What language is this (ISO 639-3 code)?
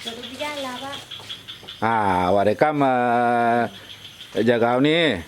min